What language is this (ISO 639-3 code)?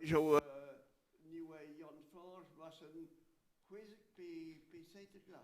bre